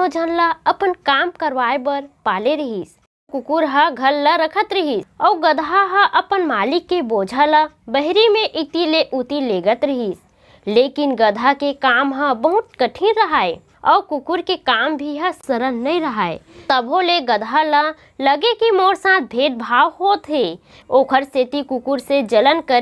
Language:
Chhattisgarhi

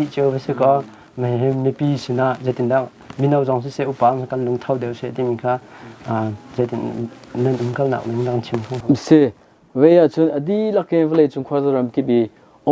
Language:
Hakha Chin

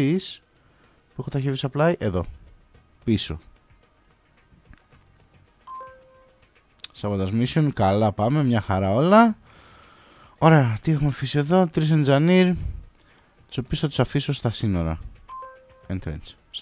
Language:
Greek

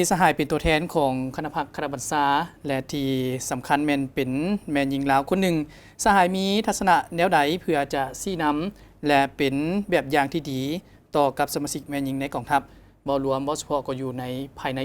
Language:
Lao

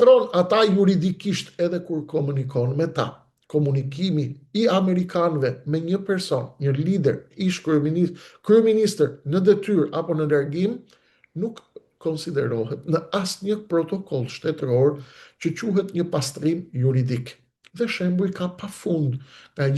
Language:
Albanian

